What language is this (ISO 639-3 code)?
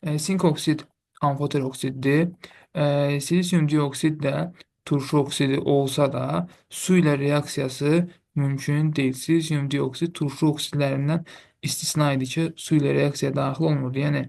aze